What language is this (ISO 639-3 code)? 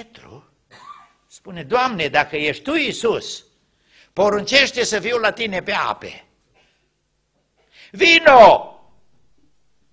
ron